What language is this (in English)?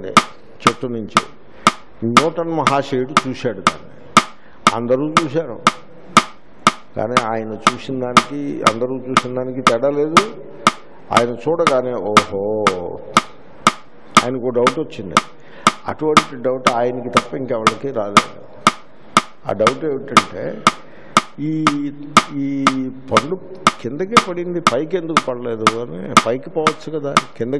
Telugu